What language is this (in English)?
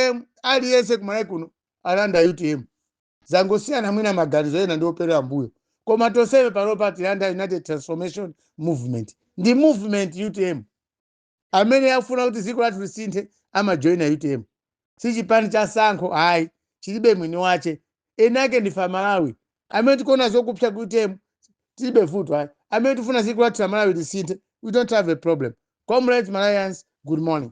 Nyanja